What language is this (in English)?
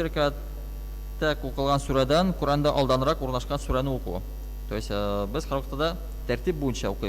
Tatar